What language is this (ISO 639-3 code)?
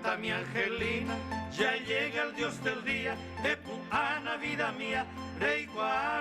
grn